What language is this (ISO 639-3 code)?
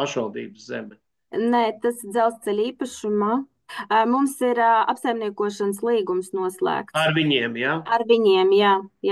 lav